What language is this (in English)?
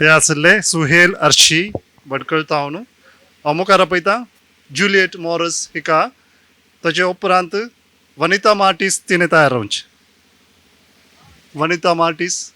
Konkani